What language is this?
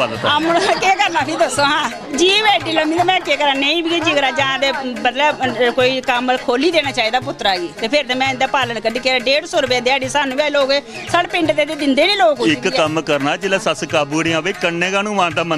Dogri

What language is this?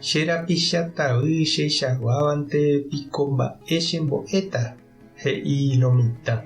Guarani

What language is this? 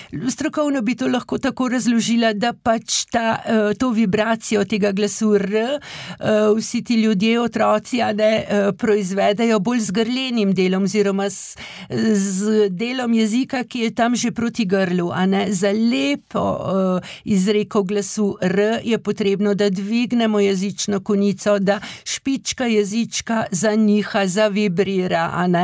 Slovenian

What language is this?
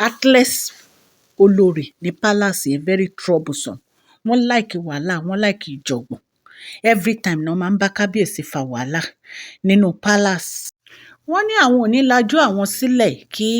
Yoruba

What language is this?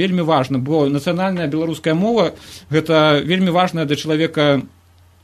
Belarusian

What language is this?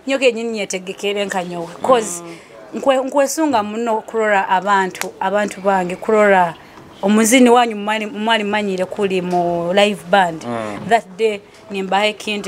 Nyoro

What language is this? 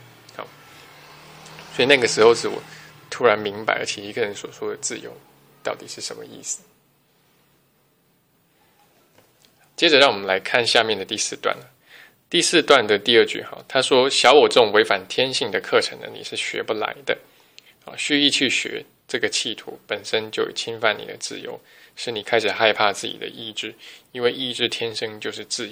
Chinese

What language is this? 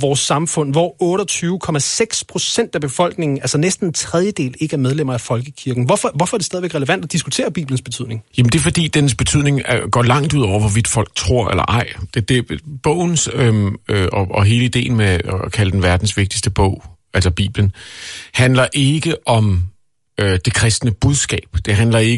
Danish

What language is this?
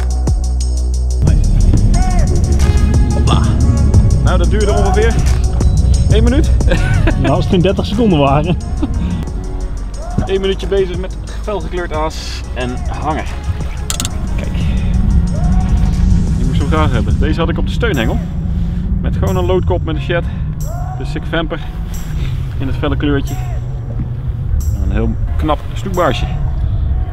Dutch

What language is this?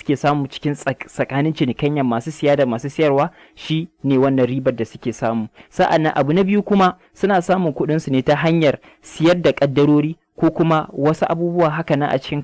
Hausa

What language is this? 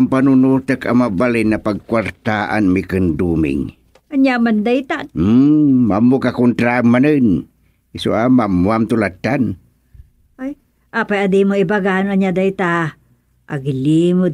Iloko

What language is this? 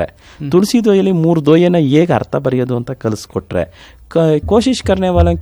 Kannada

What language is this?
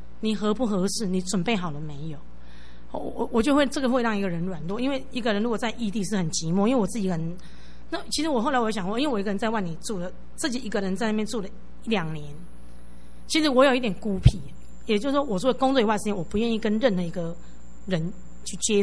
Chinese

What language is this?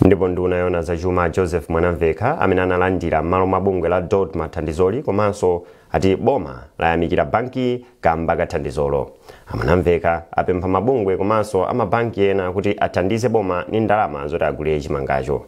Nyanja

